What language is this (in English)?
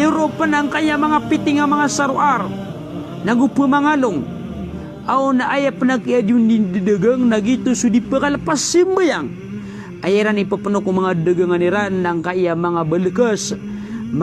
Maranao